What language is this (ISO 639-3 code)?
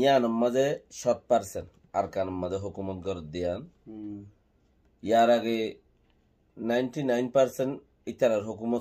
rhg